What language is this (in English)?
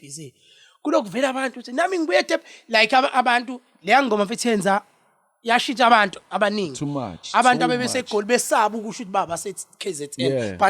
Zulu